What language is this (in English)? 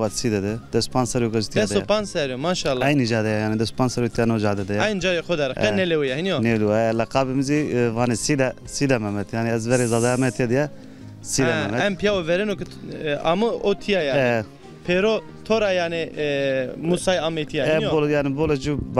Zaza